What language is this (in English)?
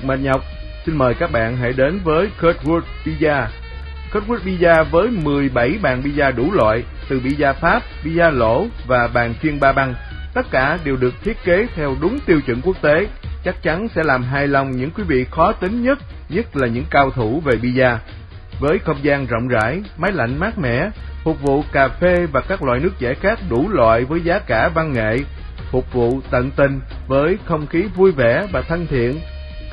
Vietnamese